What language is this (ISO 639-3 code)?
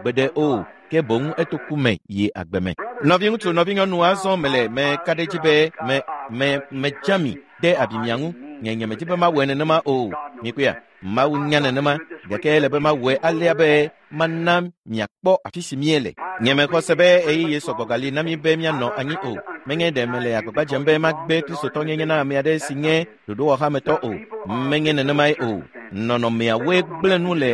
ewe